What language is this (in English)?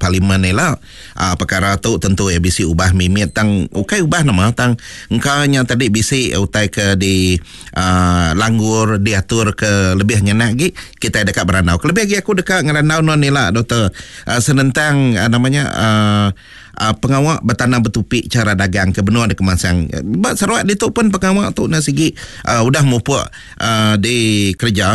Iban